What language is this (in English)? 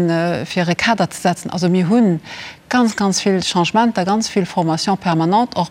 Luxembourgish